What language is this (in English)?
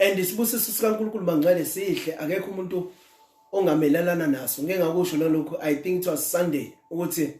Zulu